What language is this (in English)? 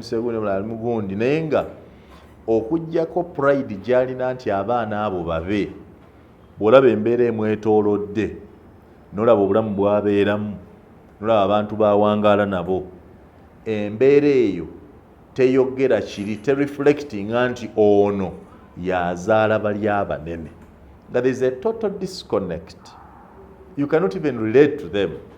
Ganda